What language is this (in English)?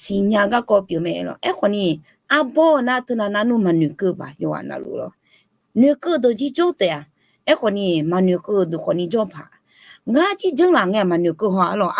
Akha